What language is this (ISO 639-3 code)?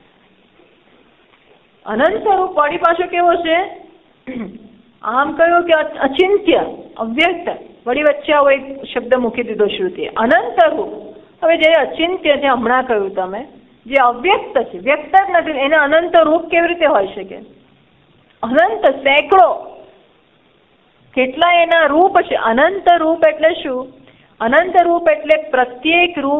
guj